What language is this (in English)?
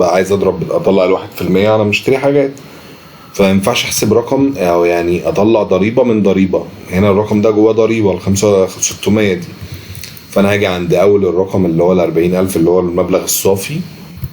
Egyptian Arabic